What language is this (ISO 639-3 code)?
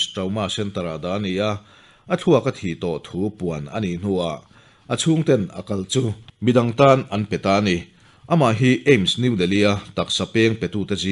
lus